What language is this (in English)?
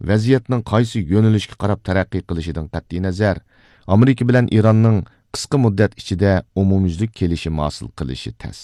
Uyghur